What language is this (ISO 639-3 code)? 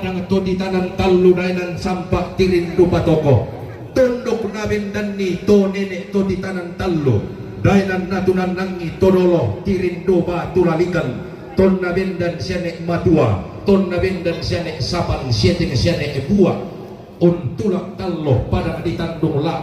sda